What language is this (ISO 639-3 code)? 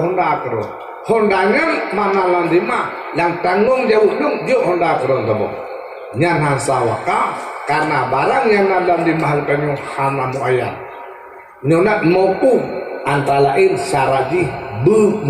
ace